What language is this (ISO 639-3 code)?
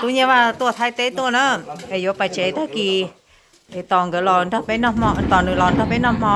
hmn